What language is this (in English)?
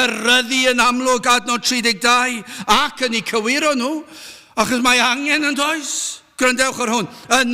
Welsh